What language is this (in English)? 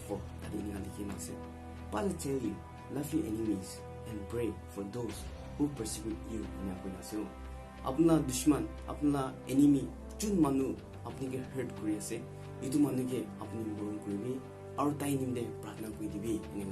Naga Pidgin